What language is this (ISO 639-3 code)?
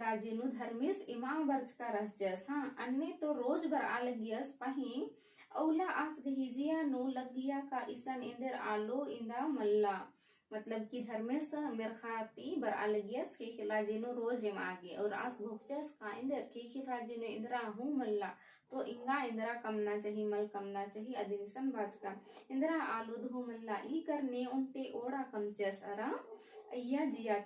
kru